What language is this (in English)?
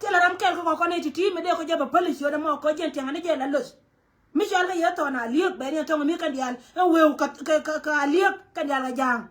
Nuer